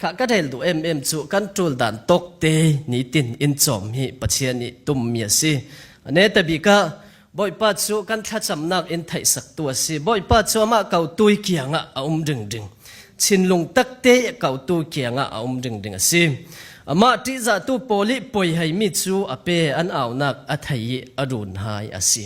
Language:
Falam Chin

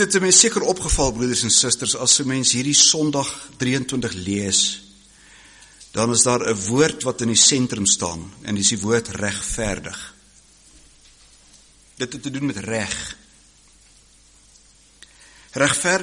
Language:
Afrikaans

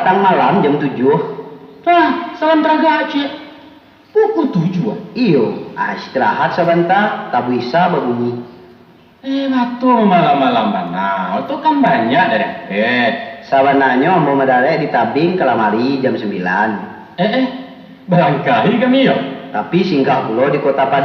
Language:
Minangkabau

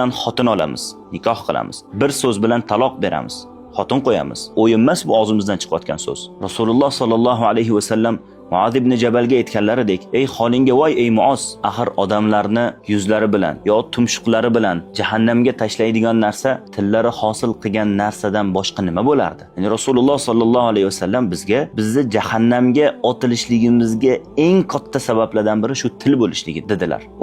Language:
Uzbek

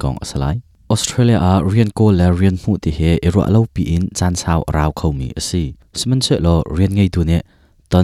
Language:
Hakha Chin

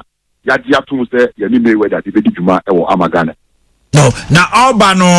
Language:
Akan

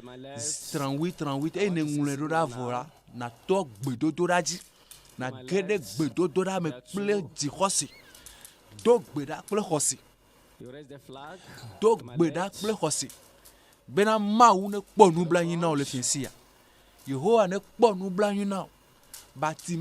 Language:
Ewe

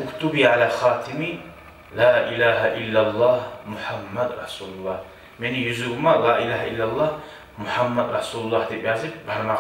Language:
Kumyk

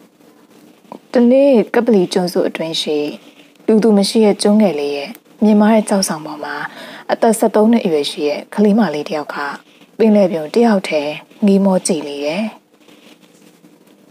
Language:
Burmese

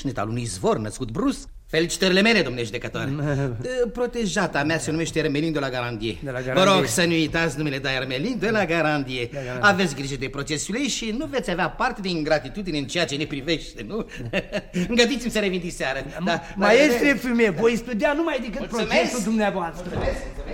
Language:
Romanian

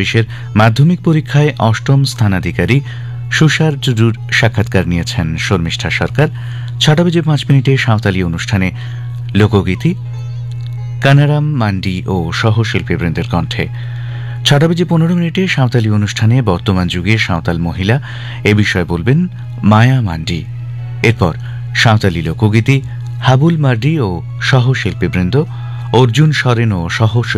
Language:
Bangla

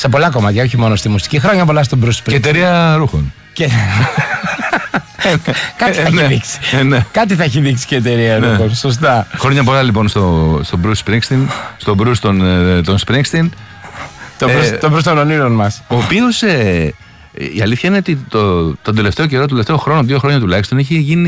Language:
Greek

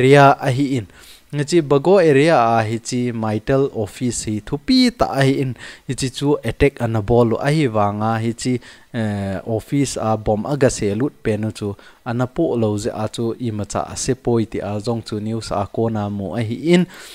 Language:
Thado Chin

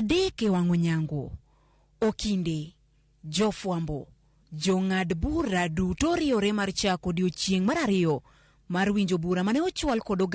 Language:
Luo (Kenya and Tanzania)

